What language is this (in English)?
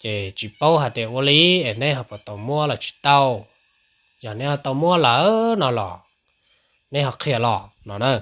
Hmong